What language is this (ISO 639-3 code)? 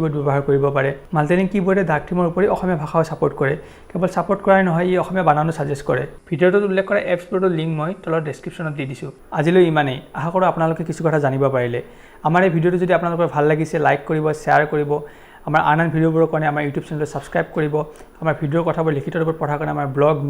asm